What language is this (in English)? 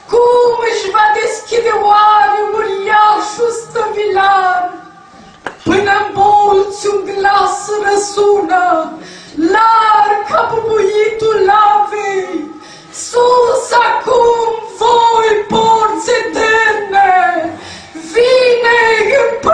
Romanian